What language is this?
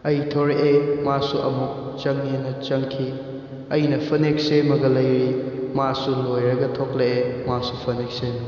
Manipuri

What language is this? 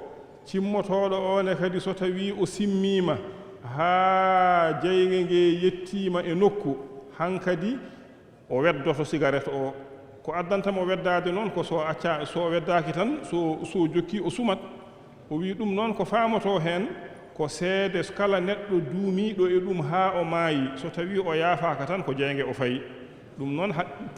Fula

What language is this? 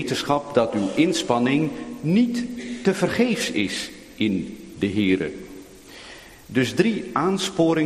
Dutch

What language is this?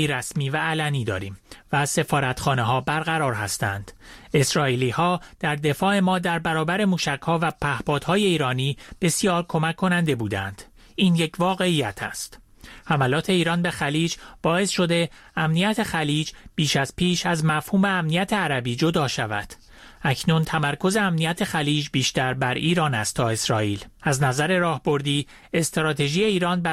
Persian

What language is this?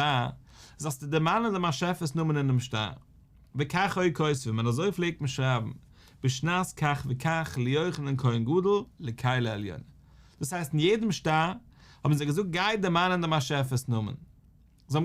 Yiddish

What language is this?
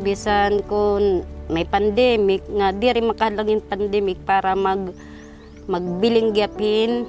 Waray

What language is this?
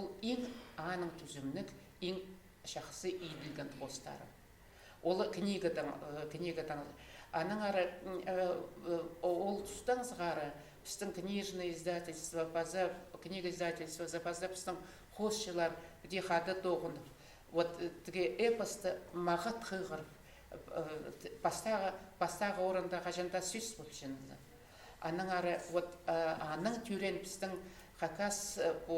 Khakas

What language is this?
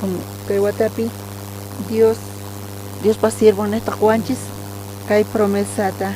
South Bolivian Quechua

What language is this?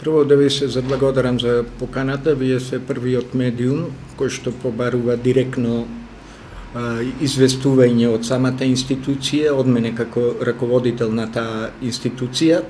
Macedonian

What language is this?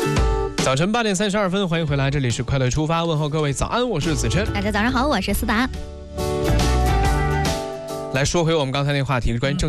Chinese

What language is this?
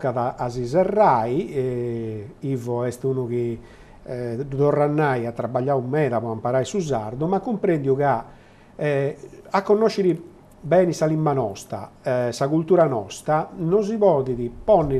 Sardinian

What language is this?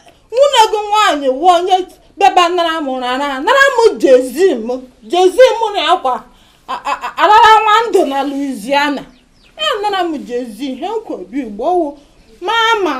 Igbo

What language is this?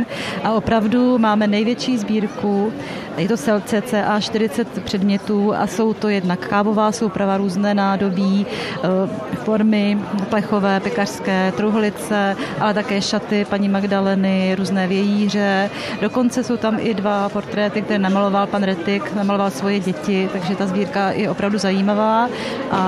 Czech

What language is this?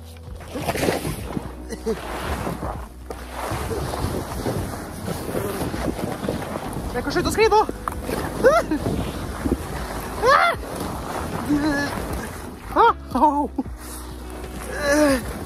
Norwegian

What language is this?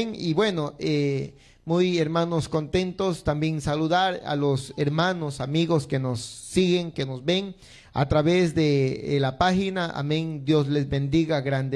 Spanish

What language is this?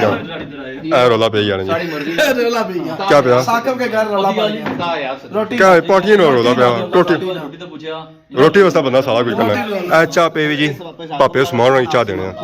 Pahari-Potwari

